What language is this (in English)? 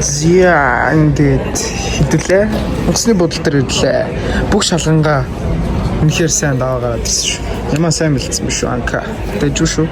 Mongolian